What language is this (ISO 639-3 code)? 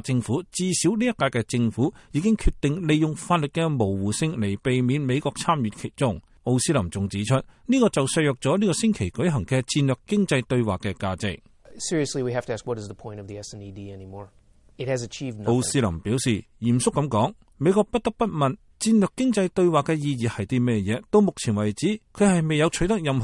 yue